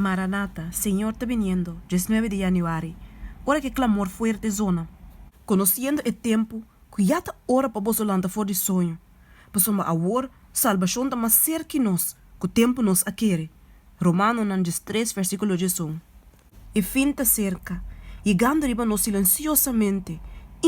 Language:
Papiamento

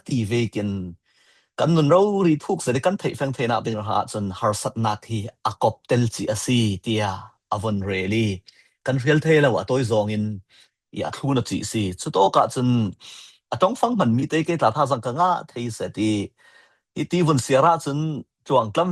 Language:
Falam Chin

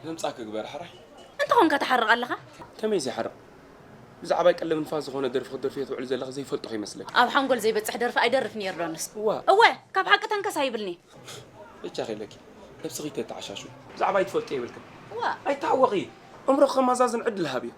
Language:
Tigrinya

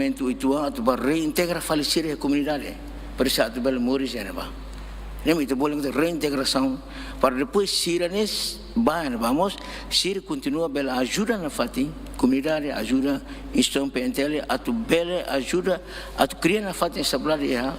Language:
Tetum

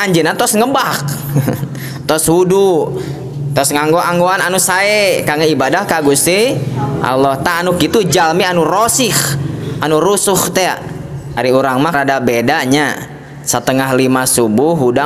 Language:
Sundanese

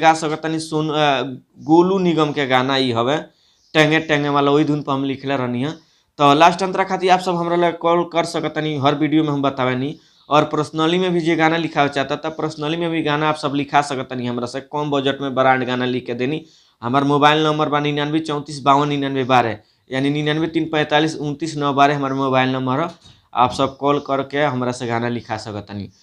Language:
Bhojpuri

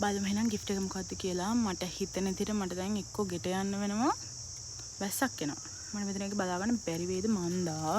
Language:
Sinhala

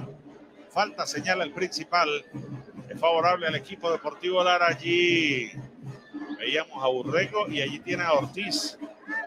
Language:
Spanish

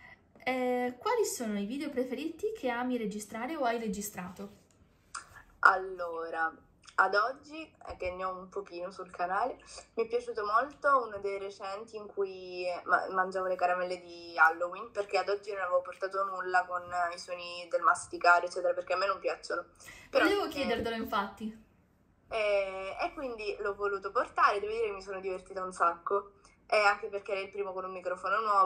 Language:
Italian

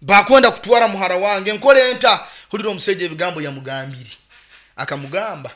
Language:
Nyoro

